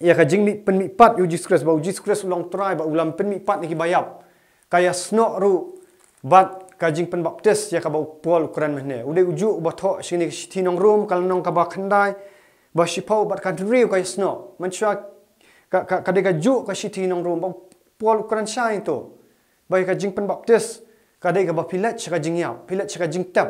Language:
Khasi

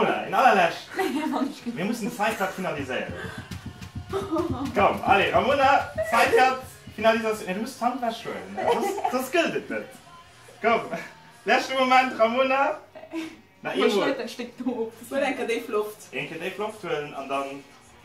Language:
Luxembourgish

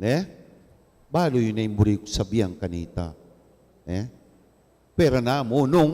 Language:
Pampanga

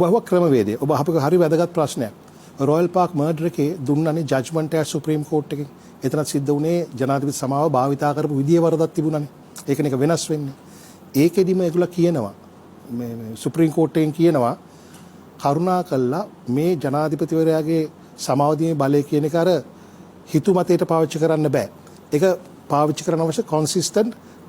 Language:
Sinhala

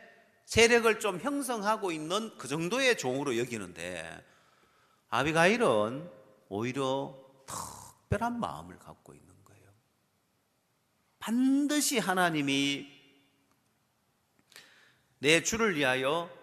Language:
Korean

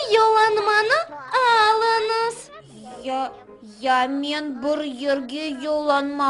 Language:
Crimean Tatar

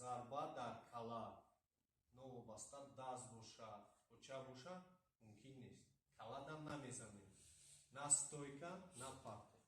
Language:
Tajik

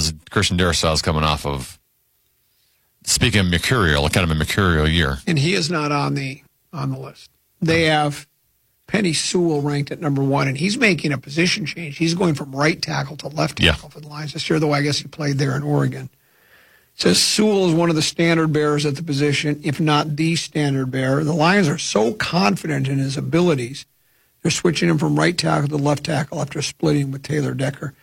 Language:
English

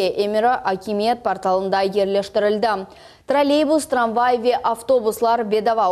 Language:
Crimean Tatar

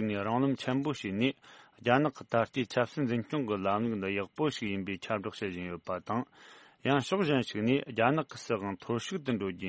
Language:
Tibetan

